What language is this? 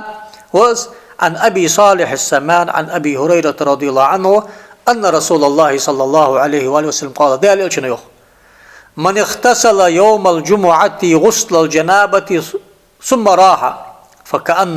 Ingush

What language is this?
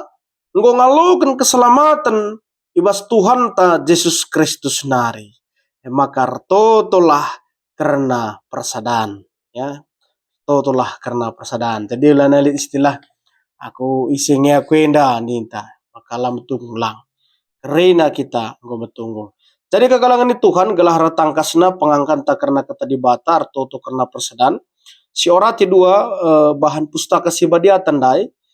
Batak Karo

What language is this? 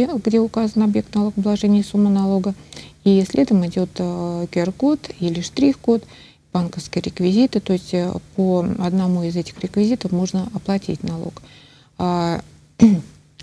Russian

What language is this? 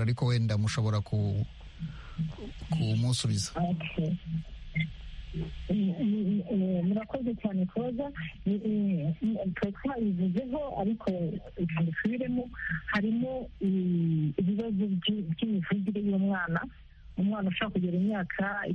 Kinyarwanda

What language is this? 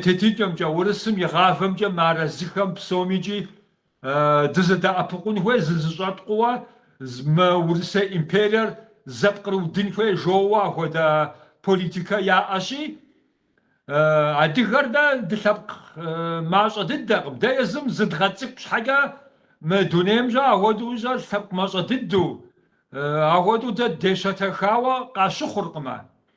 Kabardian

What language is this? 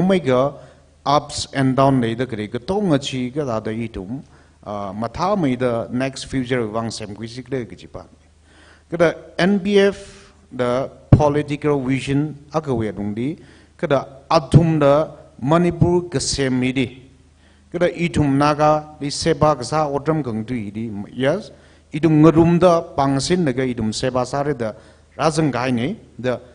Tangkhul Naga (India)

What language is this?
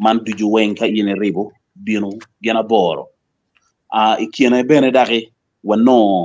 Acoli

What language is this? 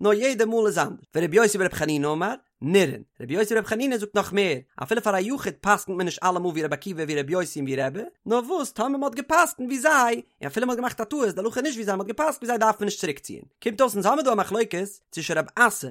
Yiddish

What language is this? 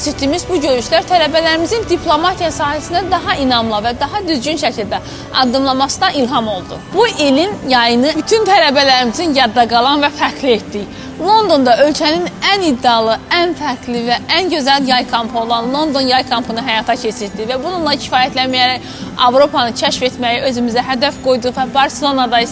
Azerbaijani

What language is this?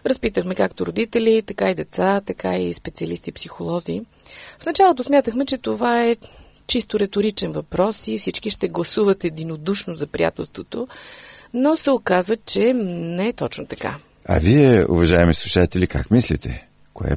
Bulgarian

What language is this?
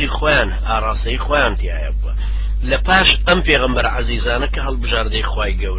Central Kurdish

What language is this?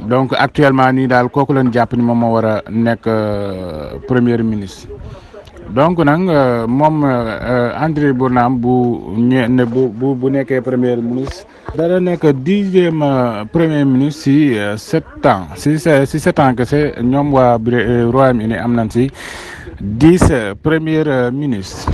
Wolof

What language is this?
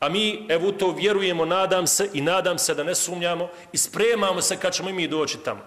Bosnian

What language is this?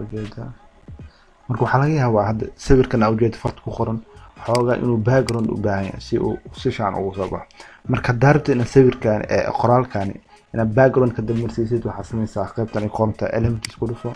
Somali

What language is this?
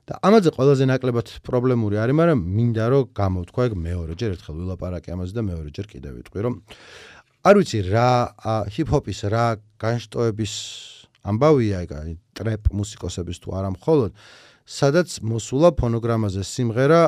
Georgian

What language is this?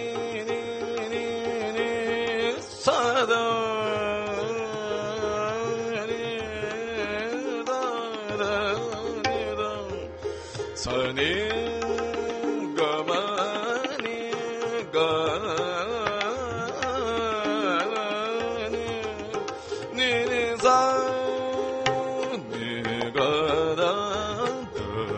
Hindi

